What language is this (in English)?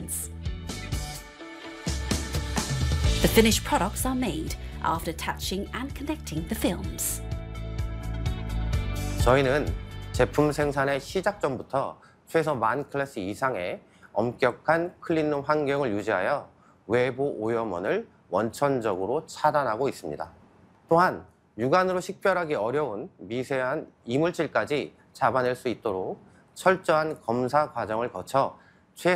Korean